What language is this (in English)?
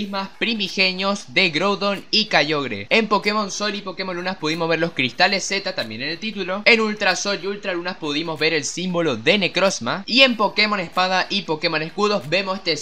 Spanish